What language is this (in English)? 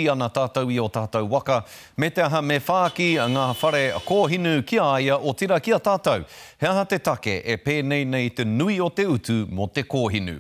Māori